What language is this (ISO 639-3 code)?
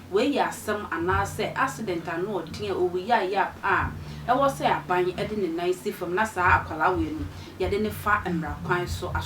aka